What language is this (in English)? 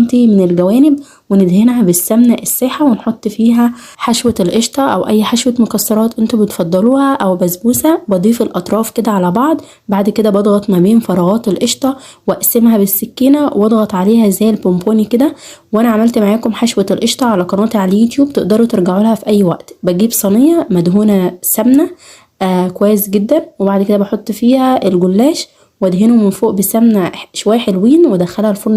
Egyptian Arabic